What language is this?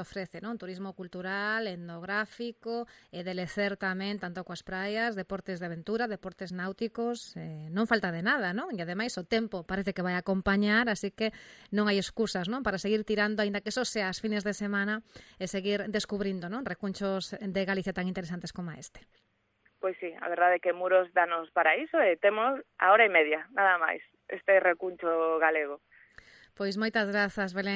Galician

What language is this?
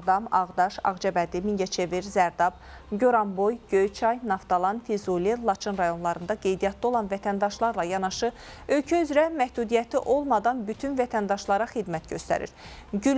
Azerbaijani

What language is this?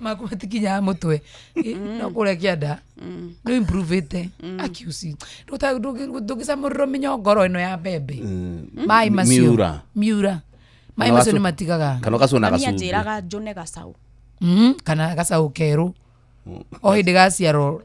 Kikuyu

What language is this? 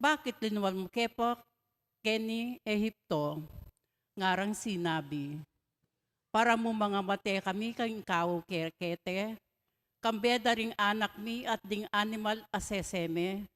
Pampanga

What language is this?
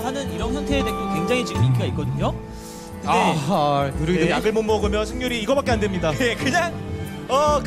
Korean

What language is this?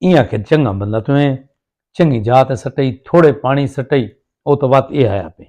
Saraiki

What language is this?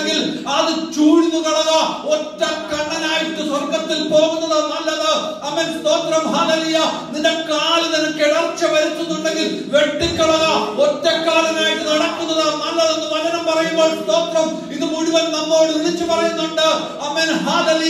Malayalam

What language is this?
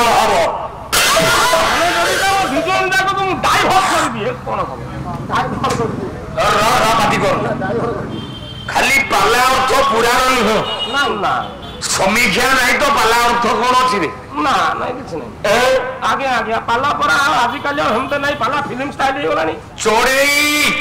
Odia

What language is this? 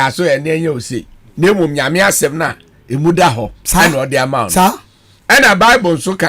Akan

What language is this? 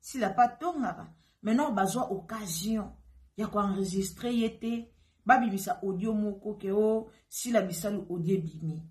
Lingala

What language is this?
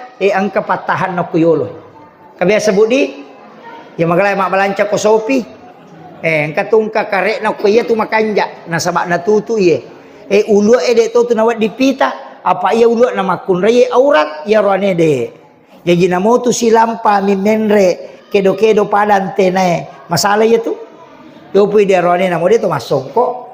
Buginese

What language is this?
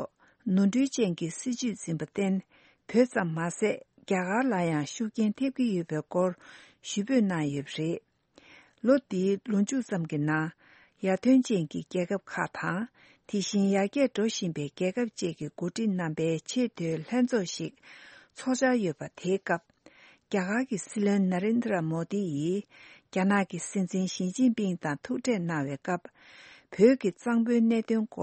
Tibetan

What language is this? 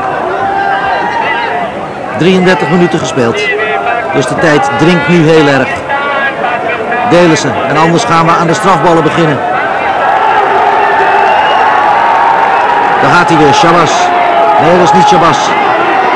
Dutch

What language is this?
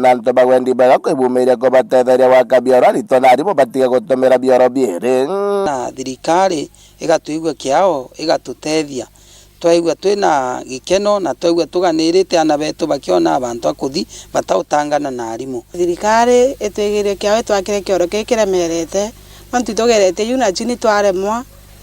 Meru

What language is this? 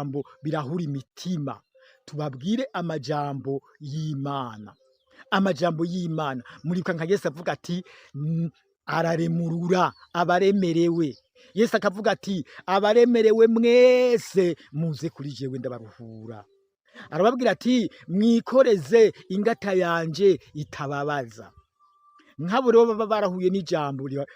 Rundi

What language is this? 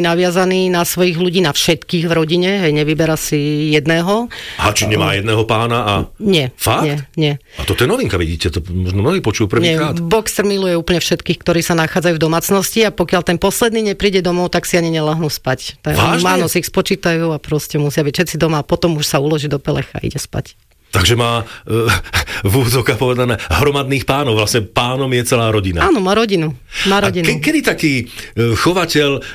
Slovak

